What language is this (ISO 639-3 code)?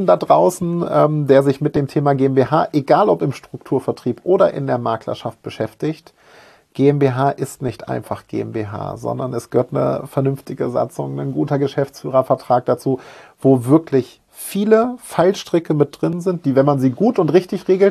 deu